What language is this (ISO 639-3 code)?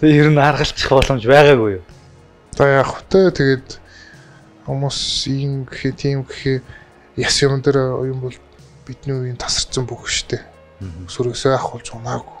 mon